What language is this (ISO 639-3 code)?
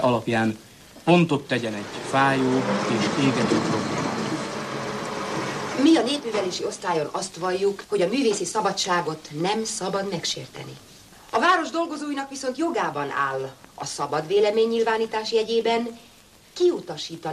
hun